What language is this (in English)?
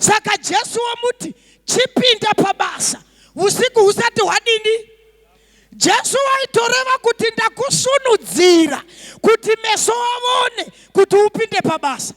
Shona